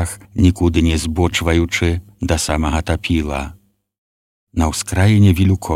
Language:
Belarusian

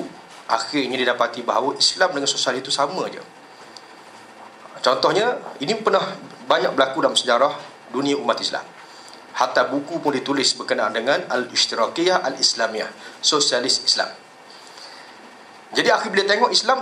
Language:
Malay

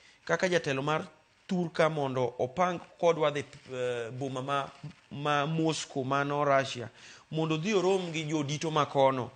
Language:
Luo (Kenya and Tanzania)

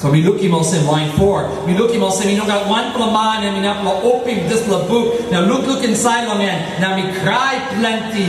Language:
Tok Pisin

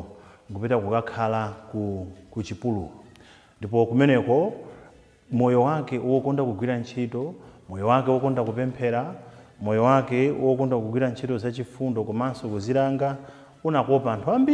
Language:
Nyanja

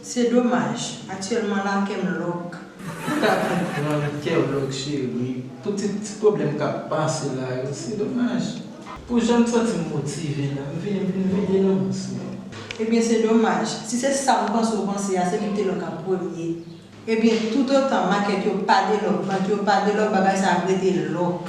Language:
Haitian Creole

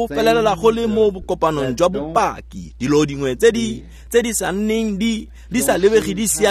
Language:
Tswana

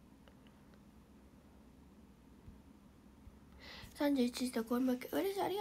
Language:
Japanese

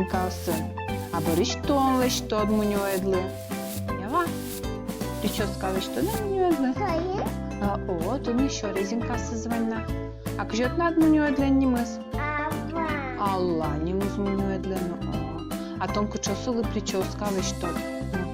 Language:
Udmurt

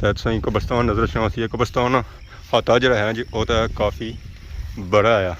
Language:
Pahari-Potwari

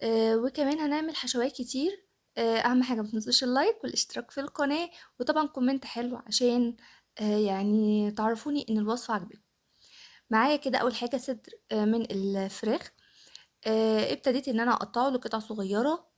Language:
Egyptian Arabic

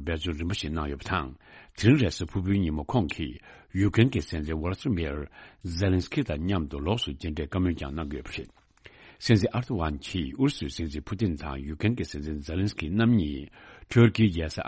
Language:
Tibetan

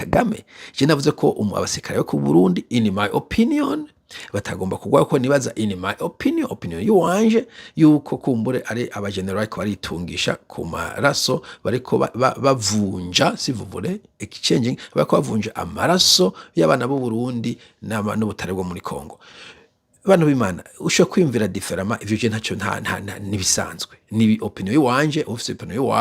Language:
Rundi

